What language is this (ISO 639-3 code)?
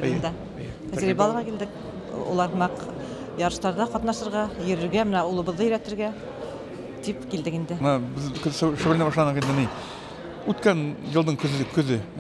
bak